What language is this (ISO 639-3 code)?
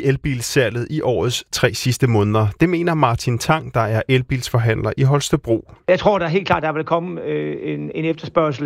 dan